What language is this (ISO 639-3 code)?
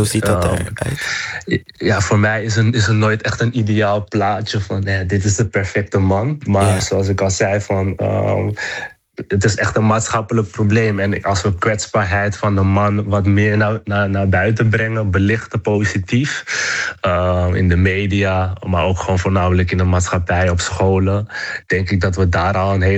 nld